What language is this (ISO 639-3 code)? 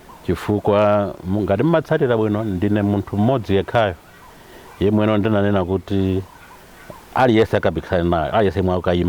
nya